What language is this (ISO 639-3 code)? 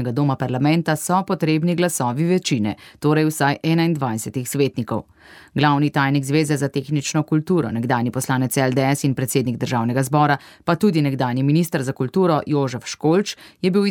slv